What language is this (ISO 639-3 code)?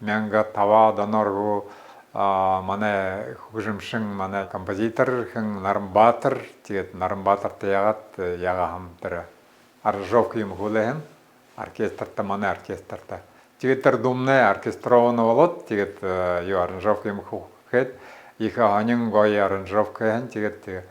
bua